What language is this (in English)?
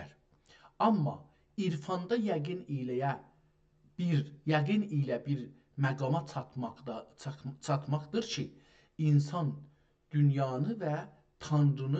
South Azerbaijani